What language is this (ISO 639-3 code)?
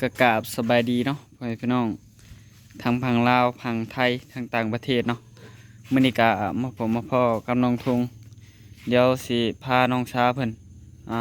tts